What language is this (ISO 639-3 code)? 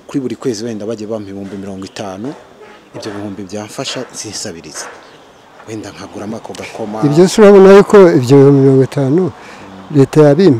kin